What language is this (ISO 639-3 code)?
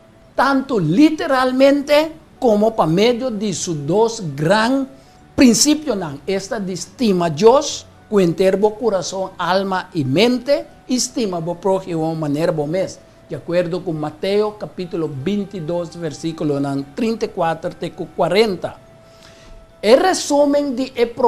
pap